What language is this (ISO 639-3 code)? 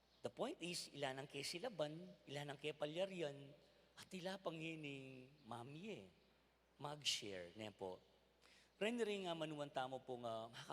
pam